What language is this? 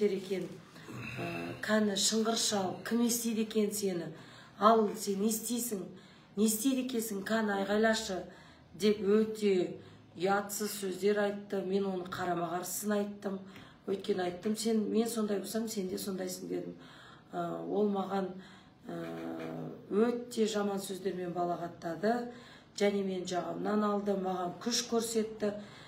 Kazakh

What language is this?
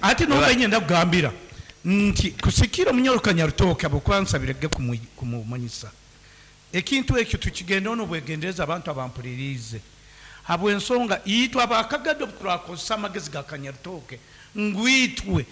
Nyankole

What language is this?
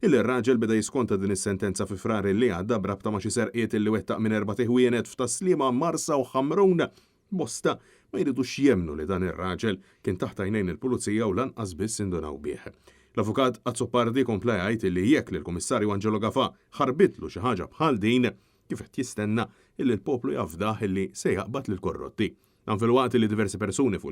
Maltese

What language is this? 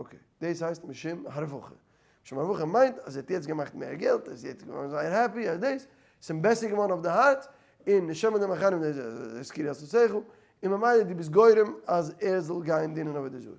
Yiddish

